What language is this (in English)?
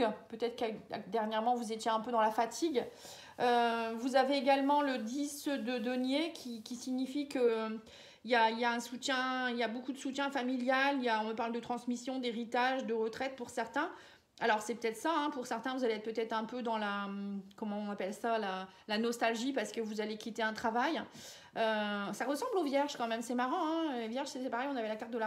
French